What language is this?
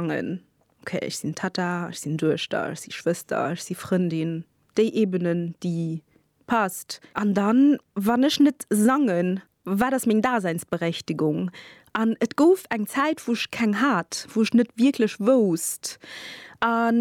Luxembourgish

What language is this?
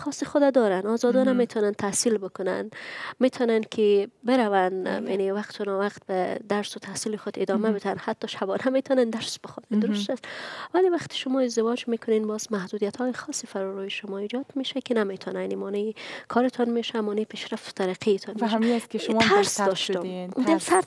Persian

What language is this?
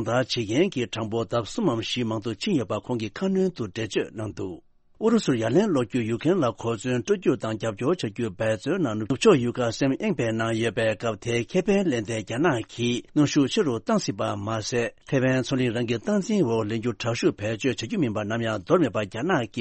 Tibetan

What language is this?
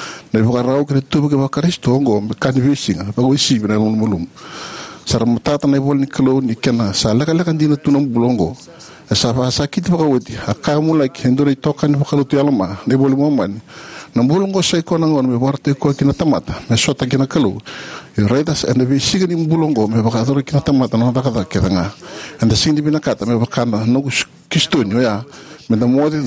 Fijian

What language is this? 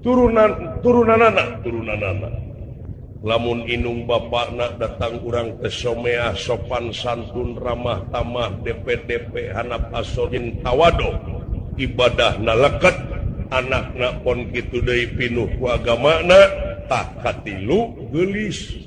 Sundanese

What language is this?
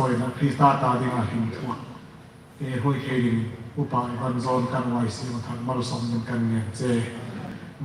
Hmar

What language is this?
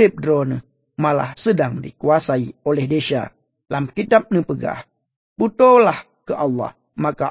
Achinese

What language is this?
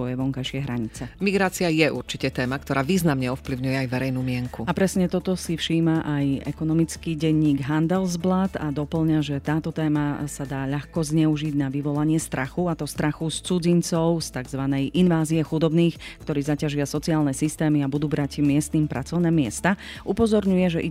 Slovak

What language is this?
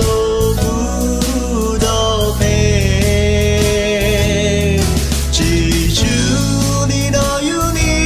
Akha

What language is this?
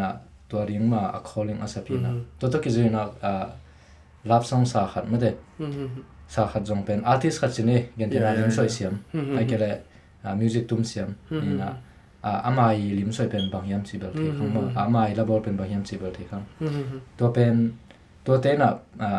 Tedim Chin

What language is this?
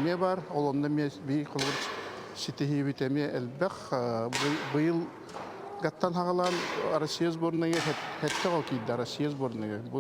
Yakut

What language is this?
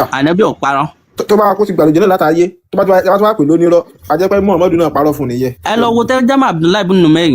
Yoruba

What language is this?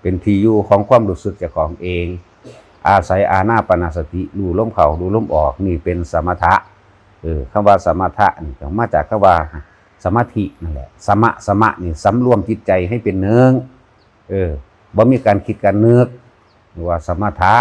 Northeastern Thai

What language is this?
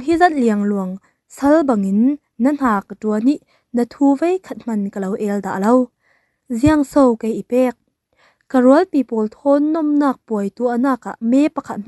Falam Chin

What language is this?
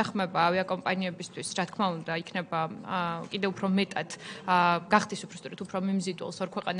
Georgian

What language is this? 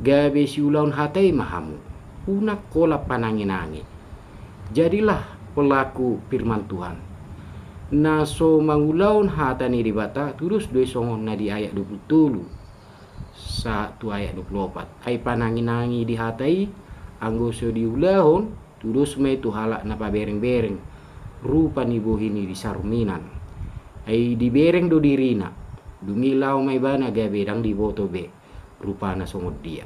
Batak Toba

